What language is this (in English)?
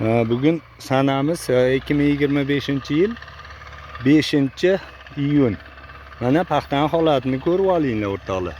Uzbek